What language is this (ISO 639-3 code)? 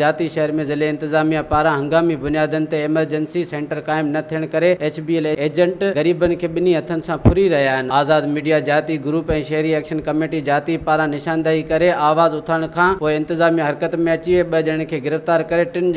snd